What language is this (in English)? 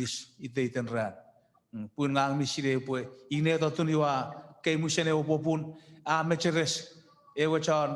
Chuukese